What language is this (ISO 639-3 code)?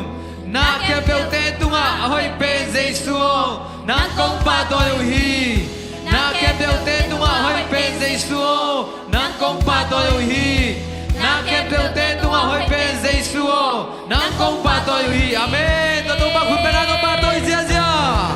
ctd